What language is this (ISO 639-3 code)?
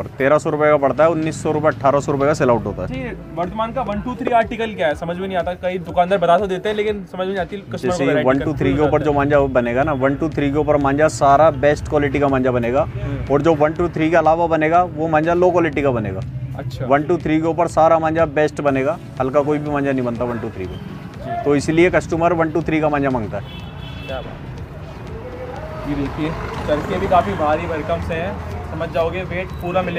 hin